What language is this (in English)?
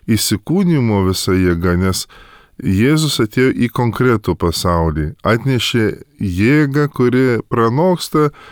Lithuanian